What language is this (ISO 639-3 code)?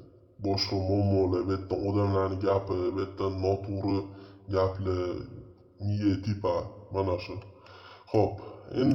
uzb